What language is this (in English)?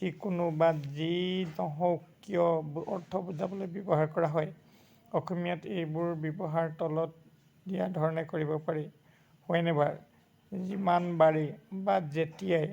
Assamese